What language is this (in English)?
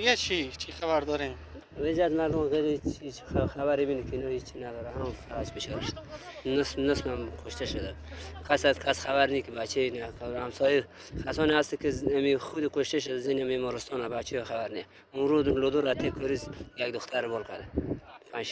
Persian